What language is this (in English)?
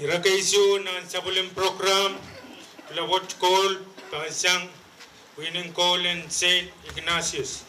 Pohnpeian